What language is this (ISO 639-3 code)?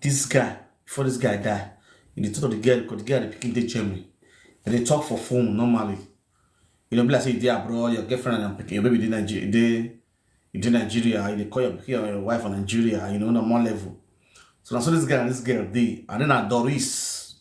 pcm